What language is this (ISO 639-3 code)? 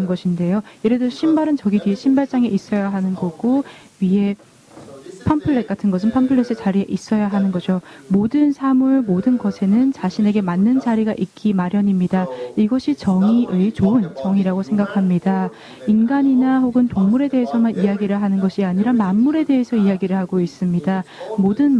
kor